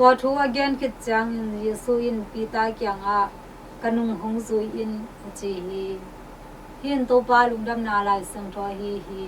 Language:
Tedim Chin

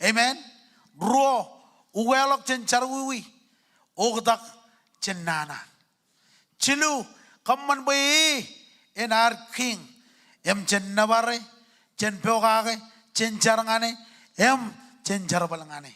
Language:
Marshallese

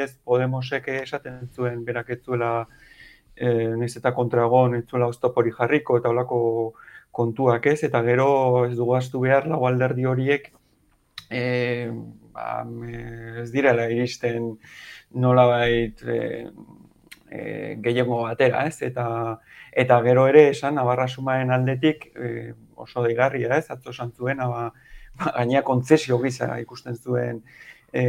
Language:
Basque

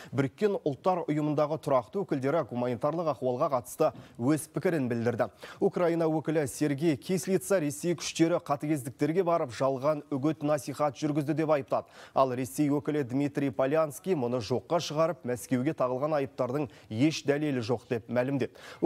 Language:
Kazakh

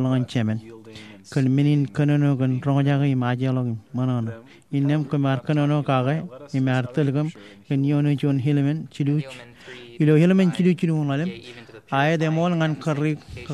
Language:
Marshallese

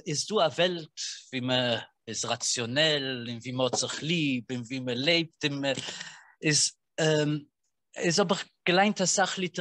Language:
Yiddish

